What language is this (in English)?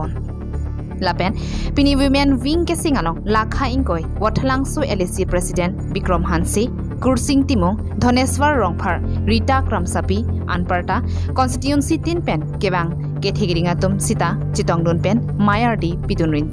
Karbi